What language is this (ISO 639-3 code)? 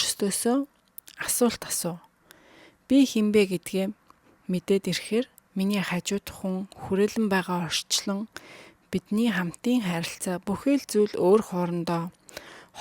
mon